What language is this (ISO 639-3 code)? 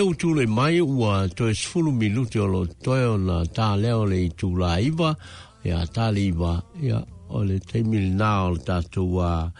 smo